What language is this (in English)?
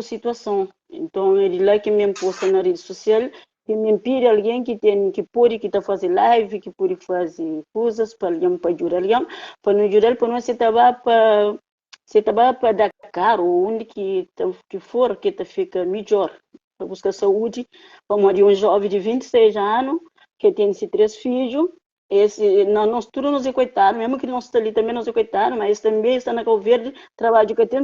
Kabuverdianu